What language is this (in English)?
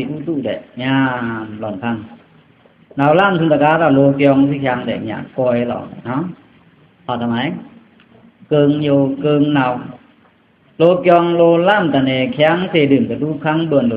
Pa'o Karen